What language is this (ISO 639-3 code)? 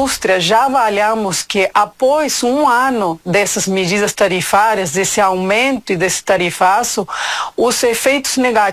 por